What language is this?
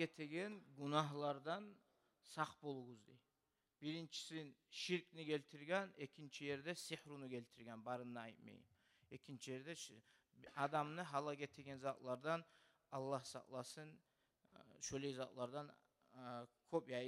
Kumyk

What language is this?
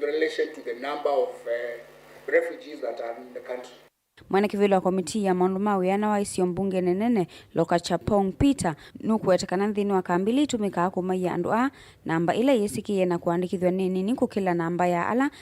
Kamba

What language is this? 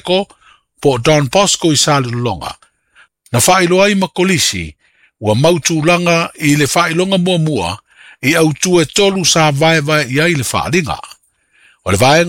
Samoan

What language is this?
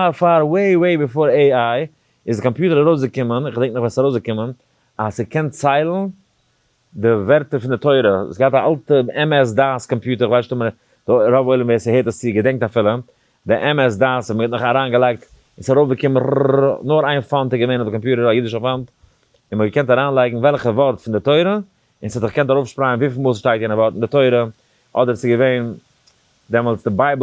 Yiddish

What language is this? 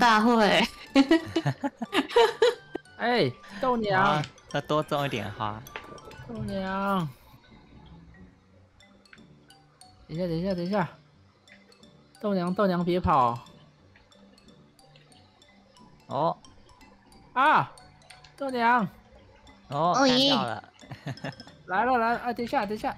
Chinese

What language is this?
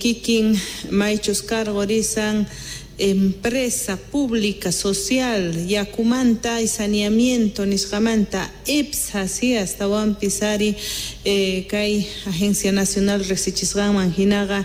Quechua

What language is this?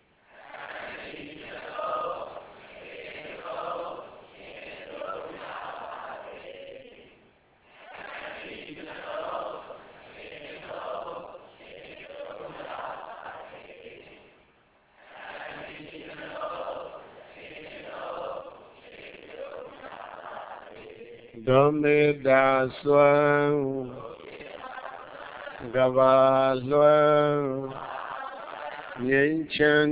Burmese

